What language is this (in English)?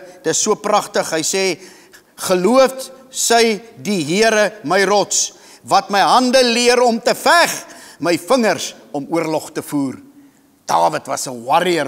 Afrikaans